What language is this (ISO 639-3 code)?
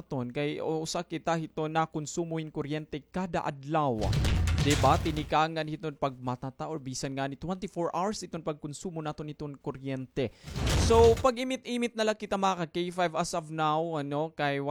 war